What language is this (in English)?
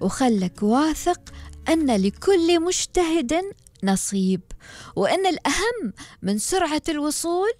Gulf Arabic